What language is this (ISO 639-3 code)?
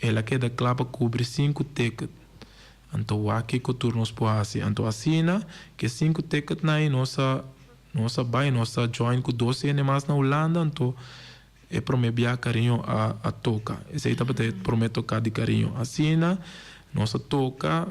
pap